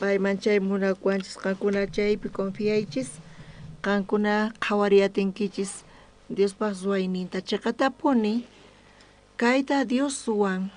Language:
South Bolivian Quechua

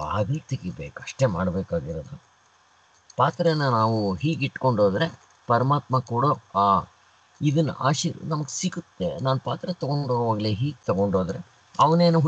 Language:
Kannada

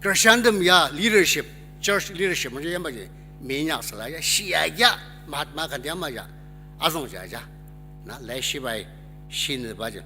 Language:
Ao Naga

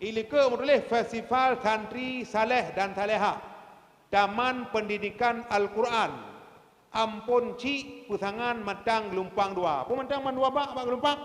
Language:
Achinese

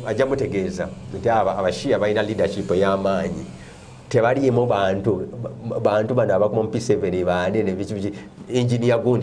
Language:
Ganda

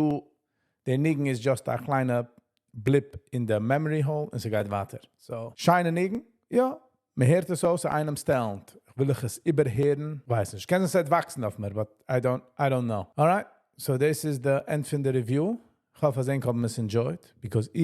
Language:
Yiddish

